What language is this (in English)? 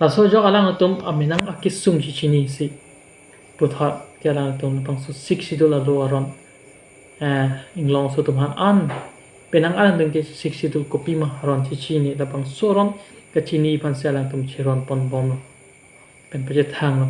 Karbi